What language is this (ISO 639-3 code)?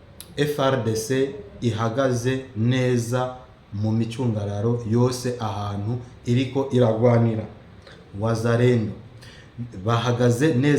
run